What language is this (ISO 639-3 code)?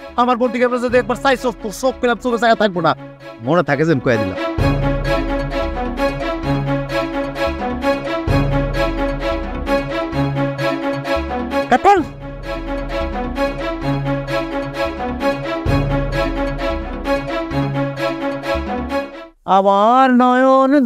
ben